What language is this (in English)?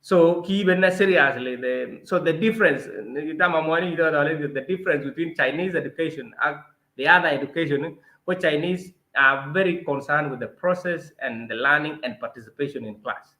Kalenjin